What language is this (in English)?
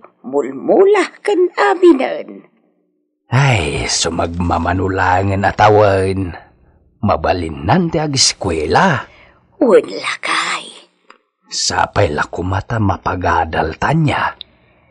Iloko